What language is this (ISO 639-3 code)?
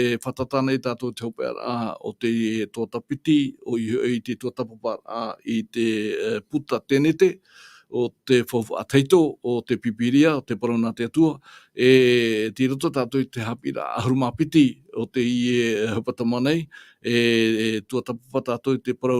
tah